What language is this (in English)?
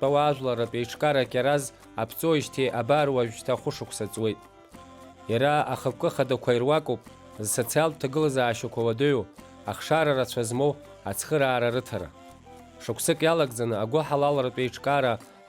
Abkhazian